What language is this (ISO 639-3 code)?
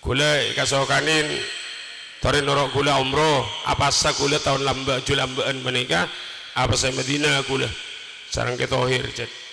mad